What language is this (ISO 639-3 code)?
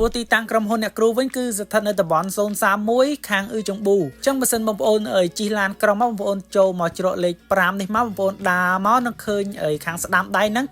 khm